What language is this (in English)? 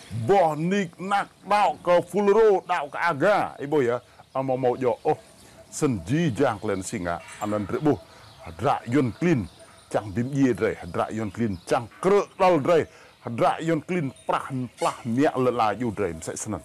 Rade